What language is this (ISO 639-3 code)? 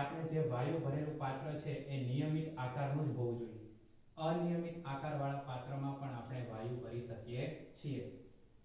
guj